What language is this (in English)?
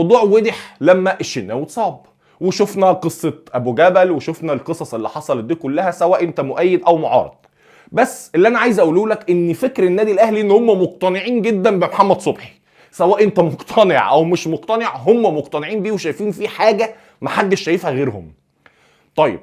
Egyptian Arabic